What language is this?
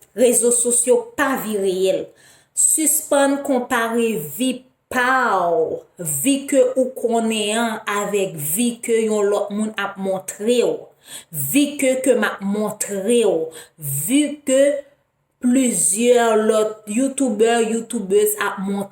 Haitian Creole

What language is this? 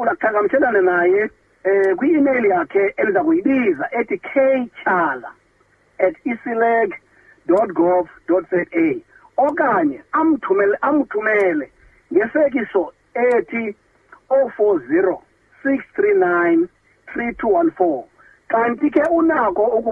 Xhosa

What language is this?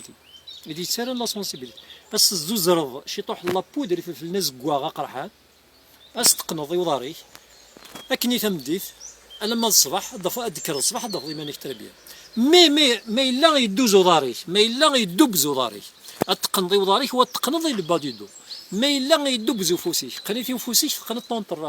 Kabyle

